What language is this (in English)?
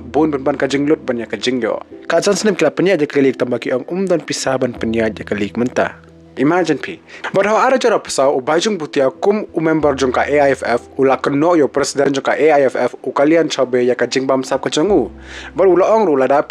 Khasi